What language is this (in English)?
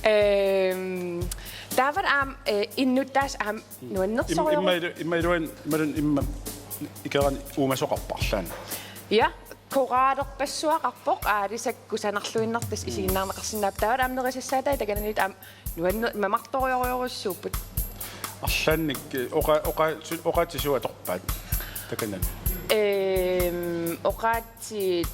Kalaallisut